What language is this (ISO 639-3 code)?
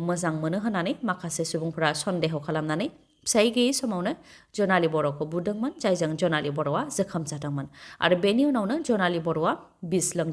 brx